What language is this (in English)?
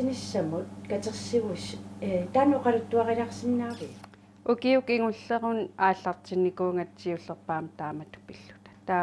Kalaallisut